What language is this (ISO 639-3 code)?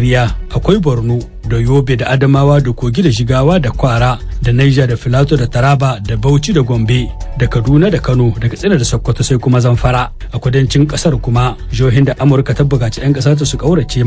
hau